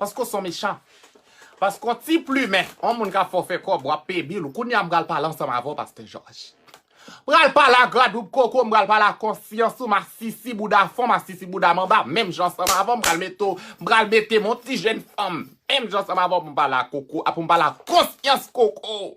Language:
Haitian Creole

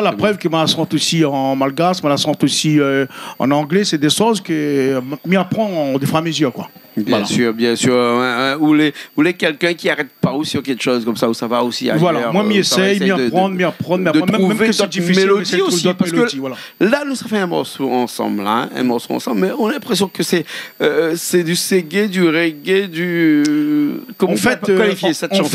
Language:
Réunion Creole French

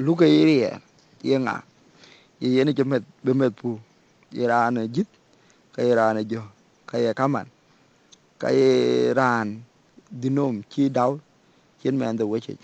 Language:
Dinka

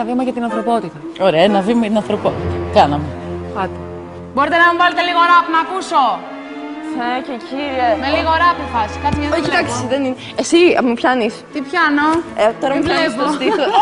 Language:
Greek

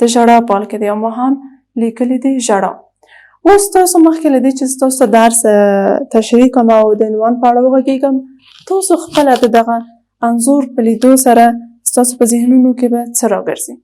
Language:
Pashto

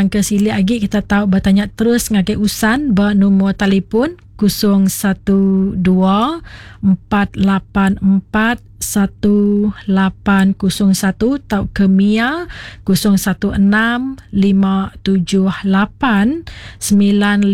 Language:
Iban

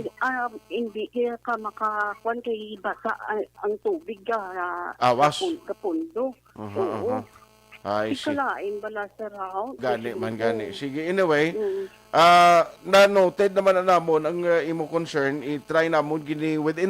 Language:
Hiligaynon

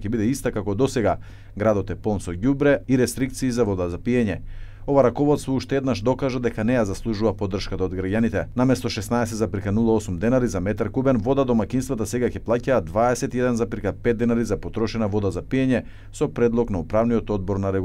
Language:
Macedonian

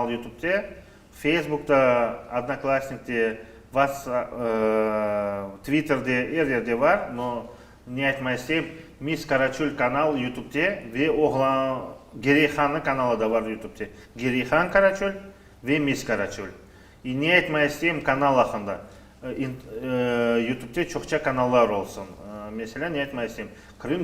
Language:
Crimean Tatar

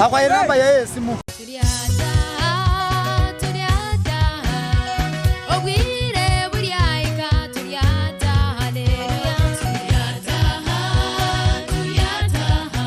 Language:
Nyoro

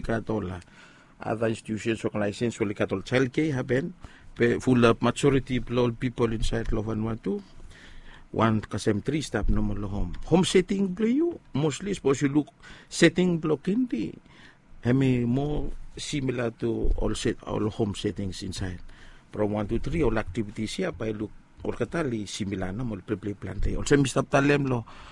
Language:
Bislama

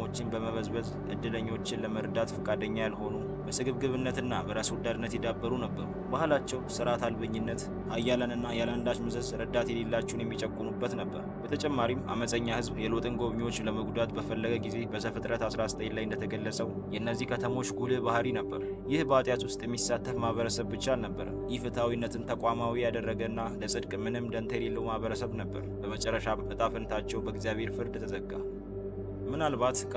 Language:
Amharic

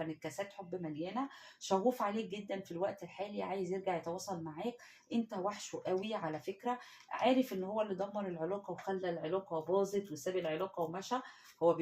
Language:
Egyptian Arabic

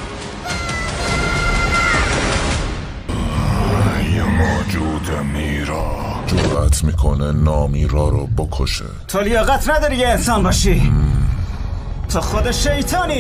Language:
Persian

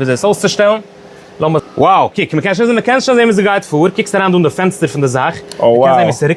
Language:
Yiddish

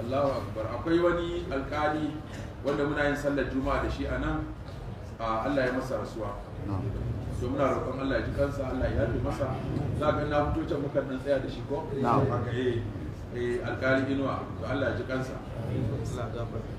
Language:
Hausa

